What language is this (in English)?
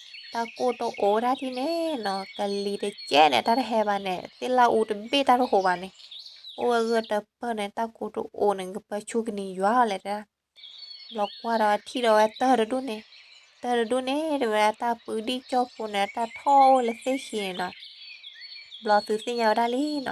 S'gaw Karen